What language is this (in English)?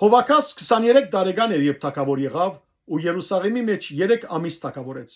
Western Armenian